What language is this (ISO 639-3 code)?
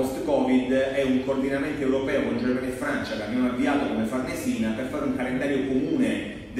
ita